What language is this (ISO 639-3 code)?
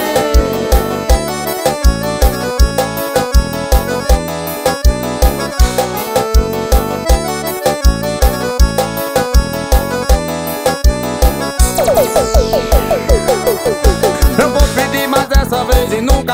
por